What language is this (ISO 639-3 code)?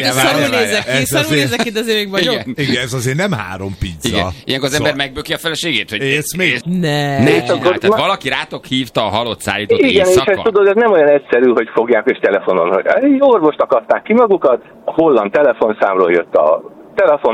hun